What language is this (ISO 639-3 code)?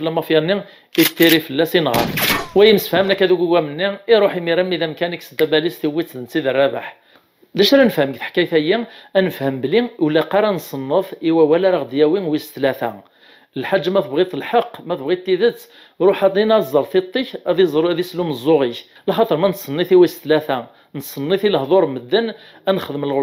kab